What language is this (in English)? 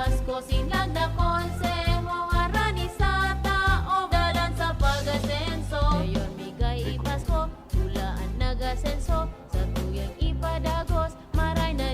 Bikol